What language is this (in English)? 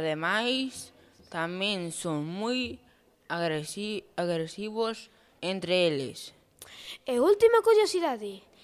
Galician